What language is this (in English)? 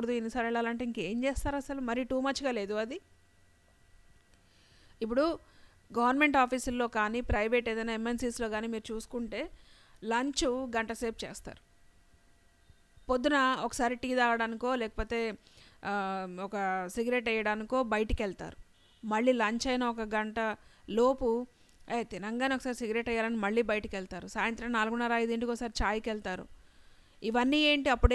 Telugu